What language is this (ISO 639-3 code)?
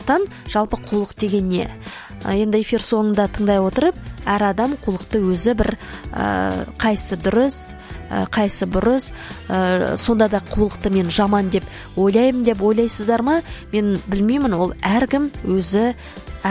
kaz